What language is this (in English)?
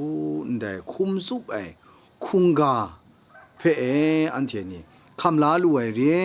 Kachin